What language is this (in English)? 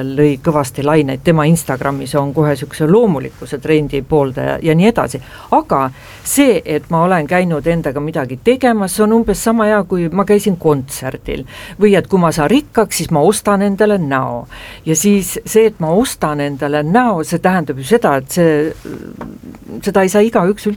Estonian